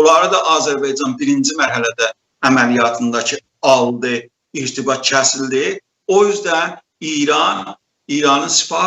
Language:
South Azerbaijani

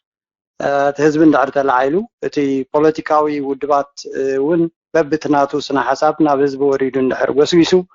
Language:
Tigrinya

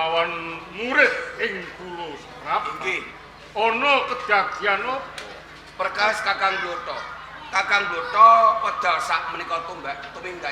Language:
Javanese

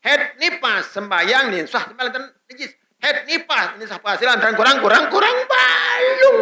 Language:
Sasak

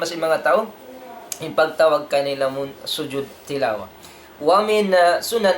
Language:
Tausug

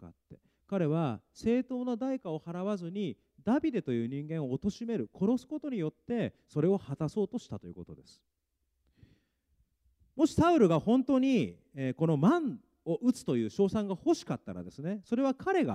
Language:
Japanese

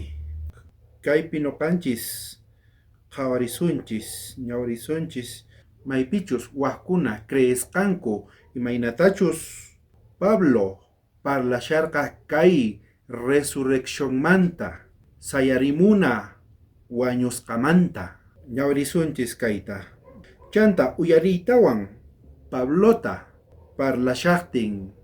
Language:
South Bolivian Quechua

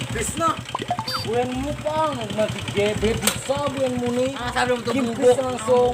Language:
Banjar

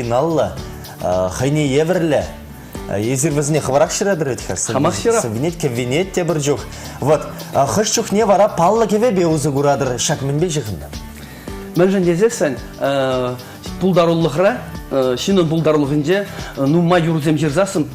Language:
Chuvash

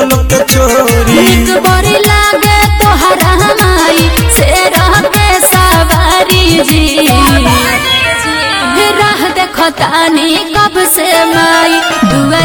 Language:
Bhojpuri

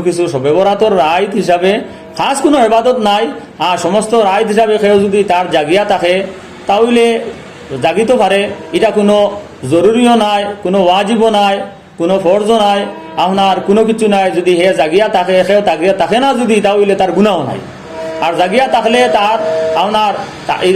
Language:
Sylheti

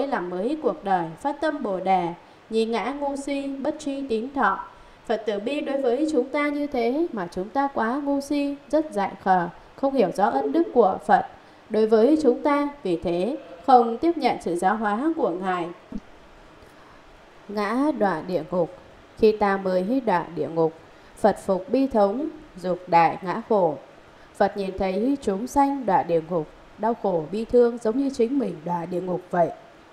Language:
Vietnamese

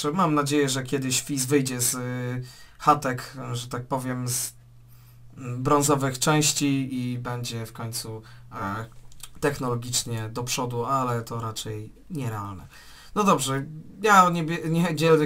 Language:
Polish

